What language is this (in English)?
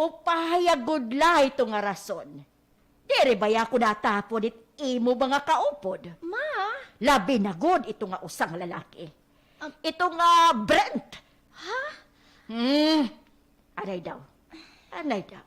Waray